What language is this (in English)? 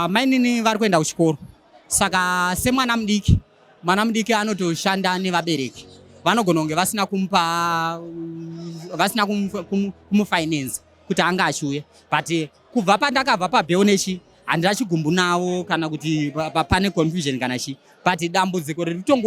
Shona